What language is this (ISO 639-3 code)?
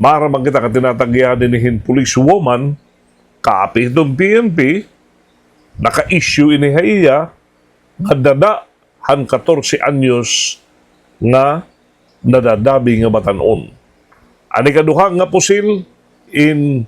war